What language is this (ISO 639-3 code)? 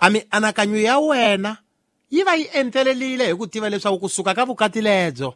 tso